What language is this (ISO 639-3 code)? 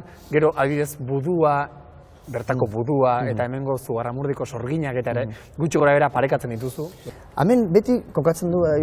eus